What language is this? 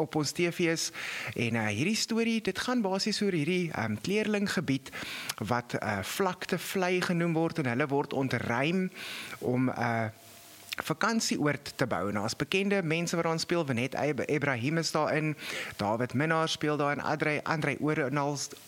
Afrikaans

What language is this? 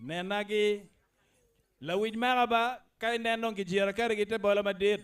Acoli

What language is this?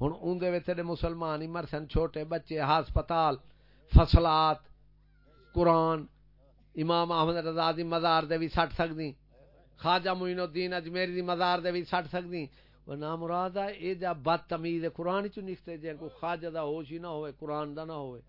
Saraiki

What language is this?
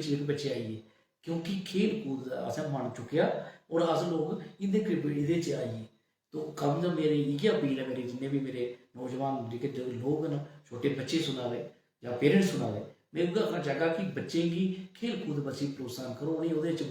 Dogri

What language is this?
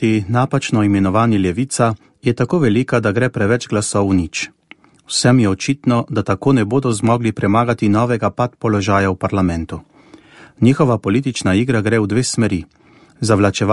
Slovenian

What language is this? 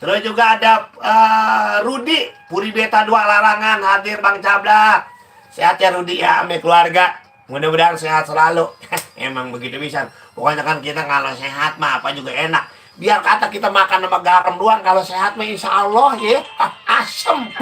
Betawi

